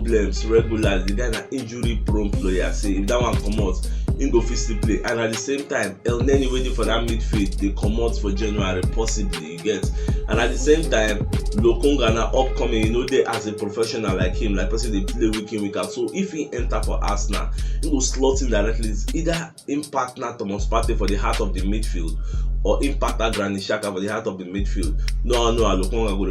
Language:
Nigerian Pidgin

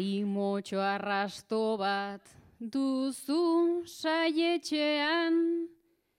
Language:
Basque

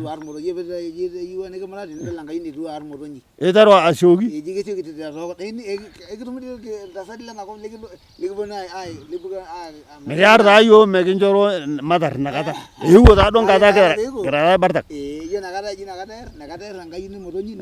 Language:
Masai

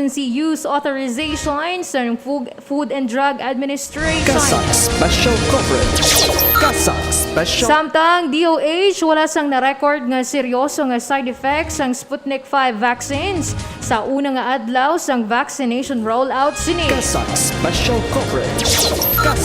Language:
Hiligaynon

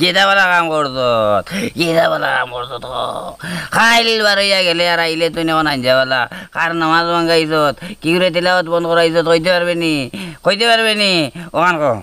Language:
Sylheti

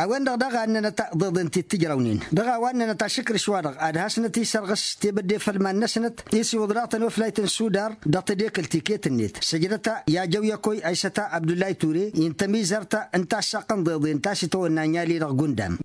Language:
Tamasheq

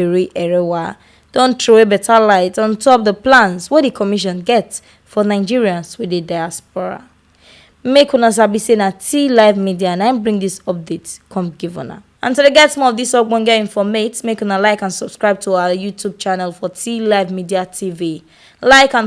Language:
Nigerian Pidgin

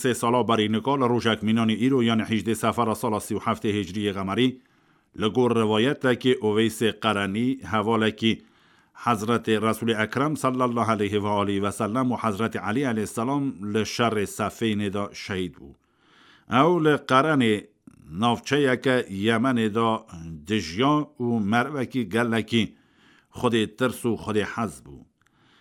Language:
Kurdish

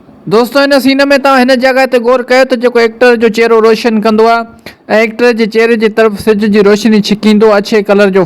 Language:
Sindhi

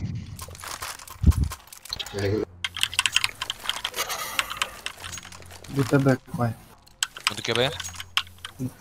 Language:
Romanian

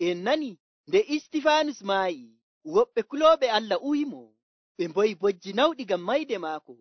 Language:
Nigerian Fulfulde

